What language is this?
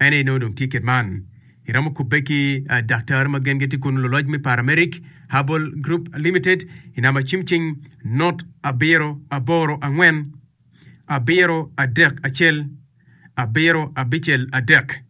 Acoli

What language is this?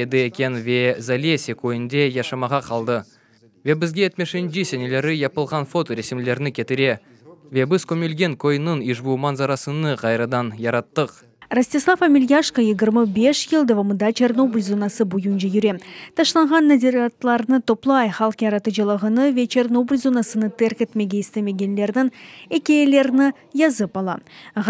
Crimean Tatar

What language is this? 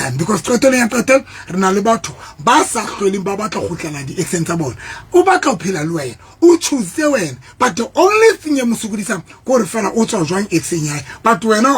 Southern Sotho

